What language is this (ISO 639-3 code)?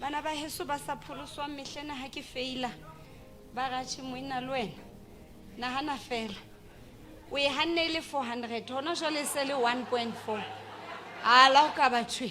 sot